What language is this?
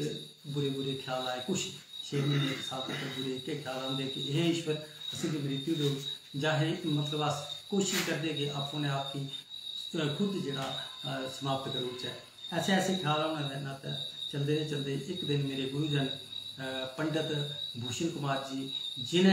Dogri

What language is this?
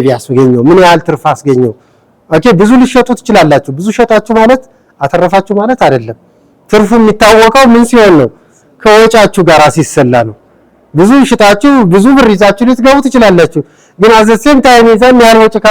Amharic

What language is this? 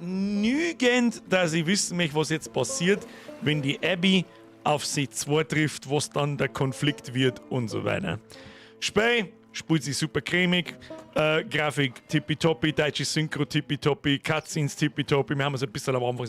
Bavarian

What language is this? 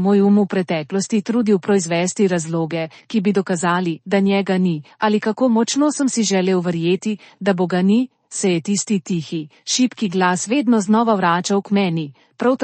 Slovenian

